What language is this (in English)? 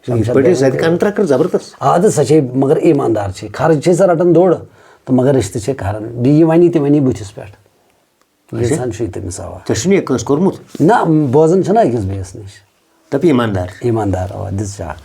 Kashmiri